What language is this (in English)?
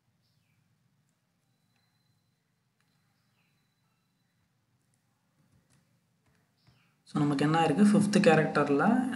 Tamil